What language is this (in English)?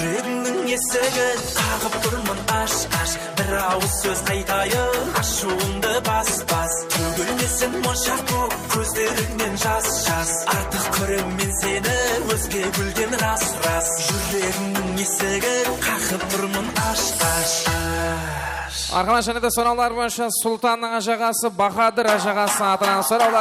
Kara-Kalpak